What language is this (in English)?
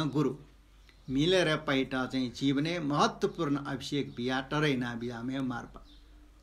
Newari